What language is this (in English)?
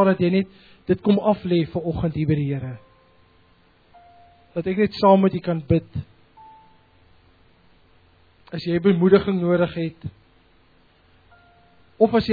Afrikaans